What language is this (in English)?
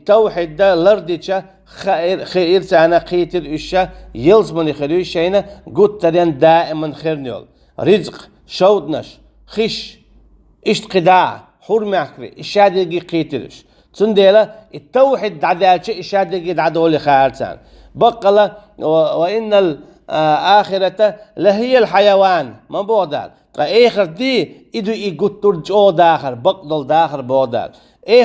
Chechen